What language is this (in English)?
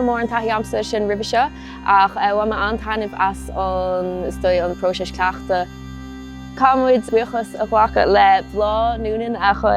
Irish